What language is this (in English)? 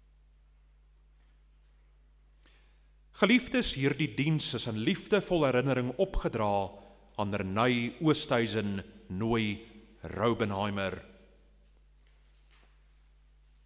Afrikaans